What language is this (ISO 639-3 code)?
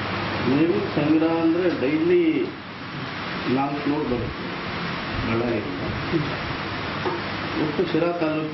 kan